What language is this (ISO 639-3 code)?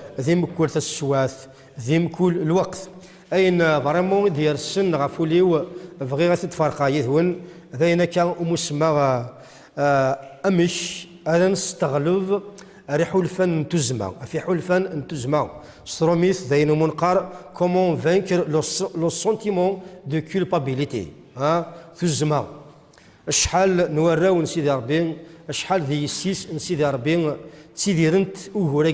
kab